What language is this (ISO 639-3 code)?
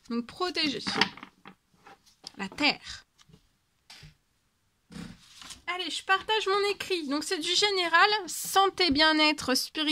fra